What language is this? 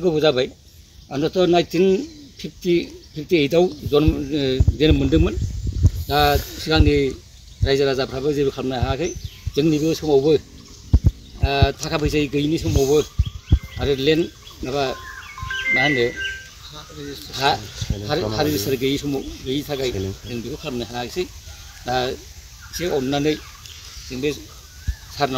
Bodo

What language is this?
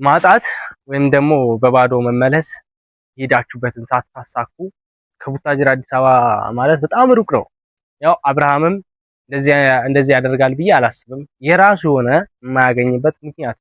Amharic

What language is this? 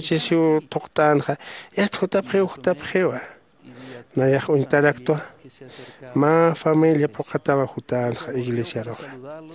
Aymara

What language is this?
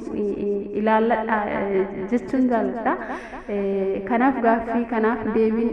Oromo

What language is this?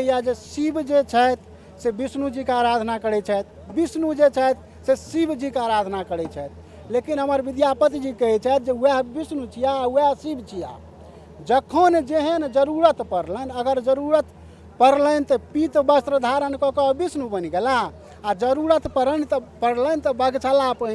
Maithili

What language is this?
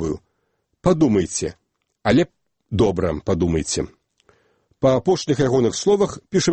Belarusian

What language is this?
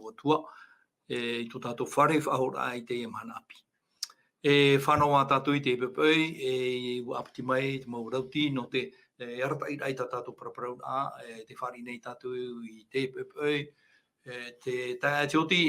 Tahitian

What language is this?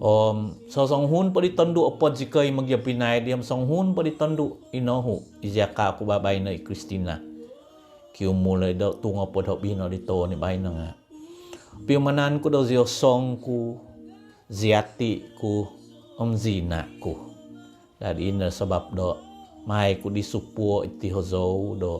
Central Dusun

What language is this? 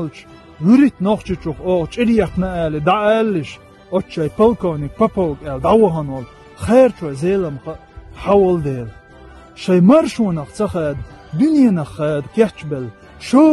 Chechen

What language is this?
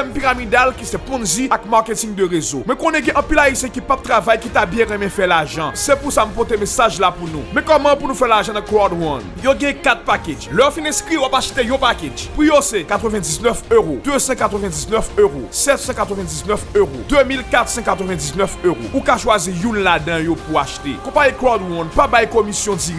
Haitian Creole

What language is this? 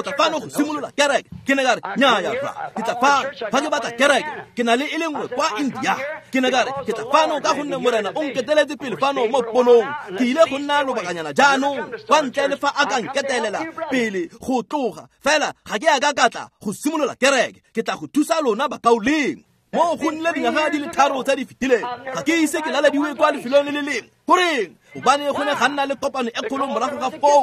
Tswana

